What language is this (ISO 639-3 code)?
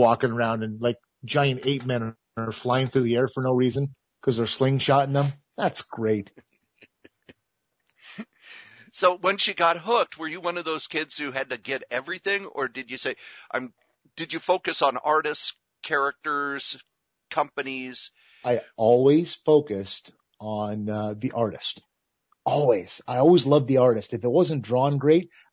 eng